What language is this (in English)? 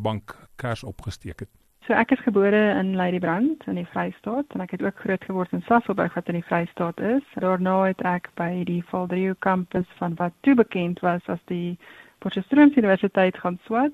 Afrikaans